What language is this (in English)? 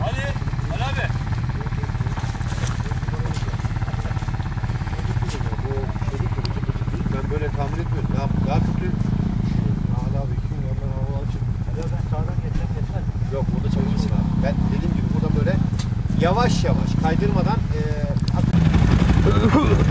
Turkish